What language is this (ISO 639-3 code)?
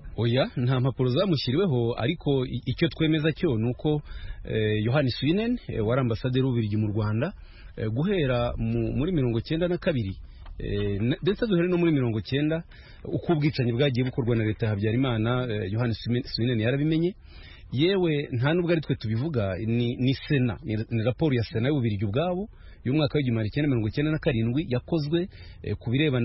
kin